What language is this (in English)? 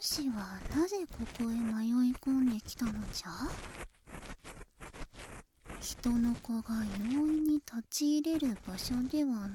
Japanese